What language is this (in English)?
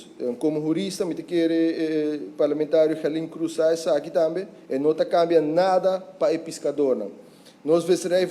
Papiamento